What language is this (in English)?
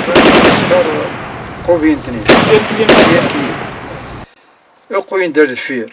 Kabyle